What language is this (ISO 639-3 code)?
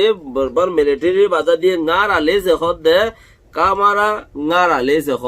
rhg